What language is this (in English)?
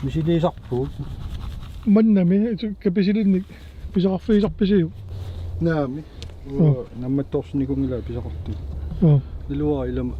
Kalaallisut